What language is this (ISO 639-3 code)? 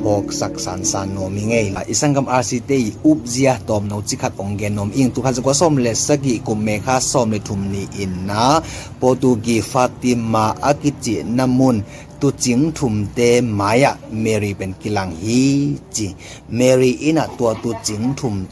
ctd